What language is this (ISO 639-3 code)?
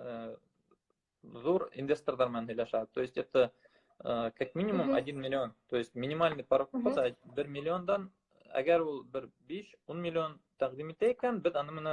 bak